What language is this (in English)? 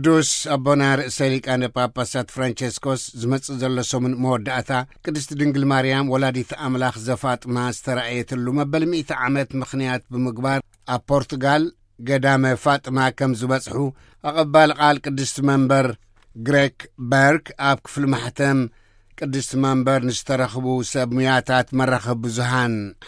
Tigrinya